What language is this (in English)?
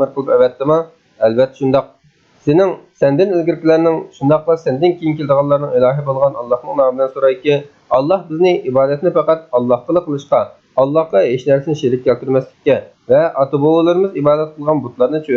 Uyghur